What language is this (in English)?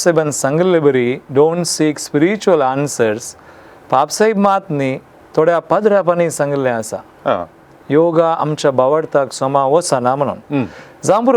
Konkani